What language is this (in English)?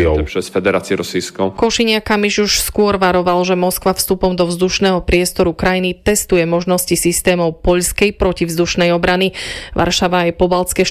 Slovak